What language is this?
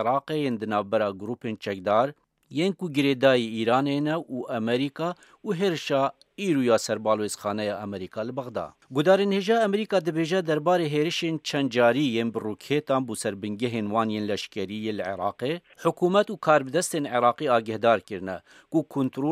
Kurdish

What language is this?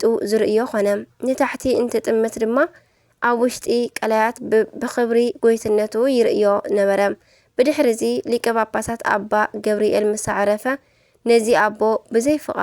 Tigrinya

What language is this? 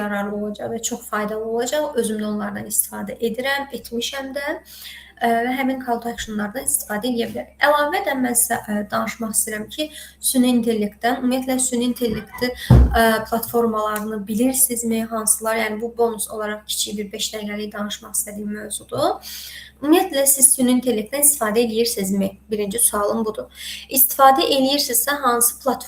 Azerbaijani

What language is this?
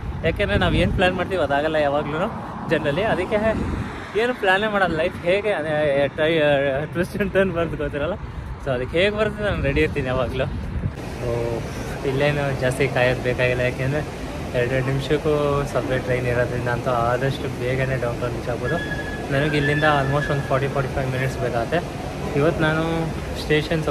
Kannada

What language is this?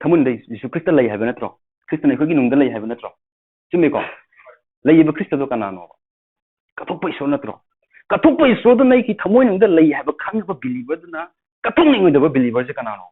Manipuri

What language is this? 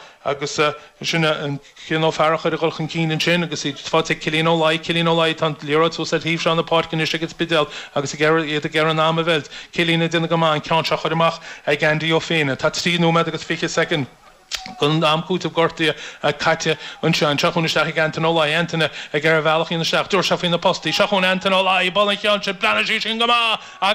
Irish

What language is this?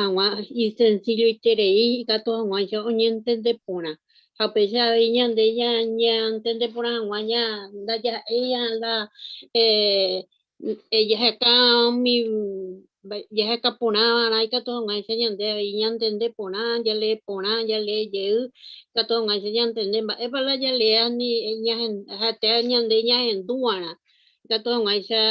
Guarani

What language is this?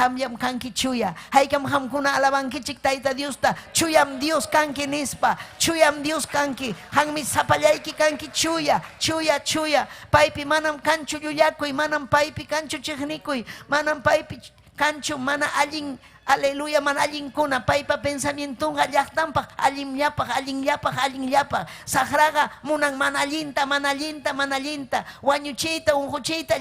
Ayacucho Quechua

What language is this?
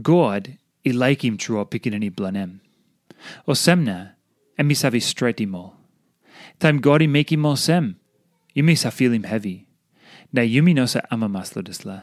Tok Pisin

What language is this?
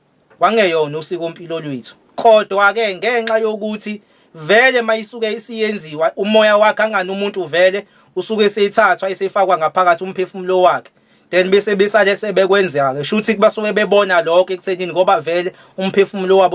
Zulu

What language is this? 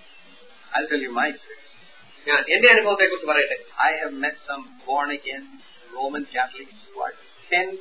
Malayalam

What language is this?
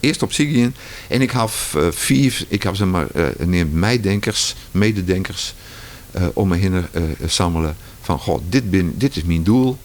Western Frisian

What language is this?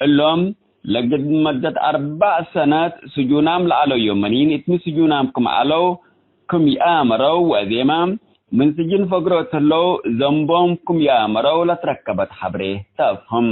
Tigre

